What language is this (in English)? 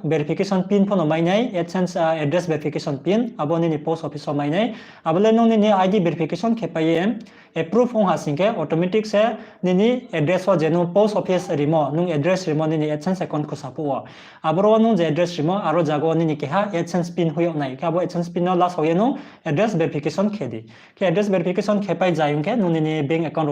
Riang (India)